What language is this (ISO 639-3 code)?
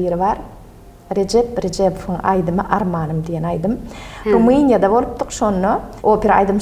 tuk